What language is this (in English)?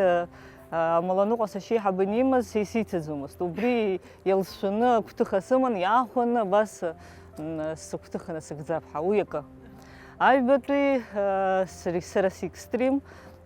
Abkhazian